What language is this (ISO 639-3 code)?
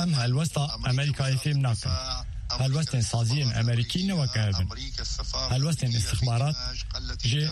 kur